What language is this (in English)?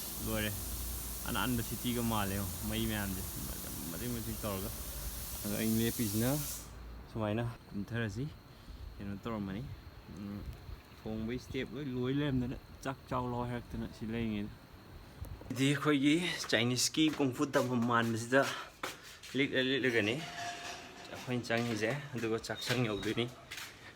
Manipuri